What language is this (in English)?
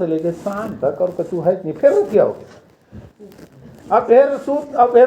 Chhattisgarhi